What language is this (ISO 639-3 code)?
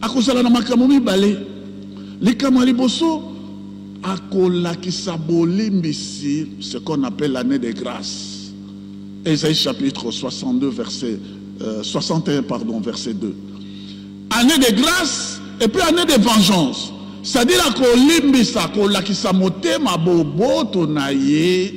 lin